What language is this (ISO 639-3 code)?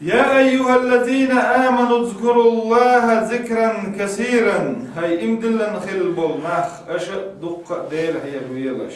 che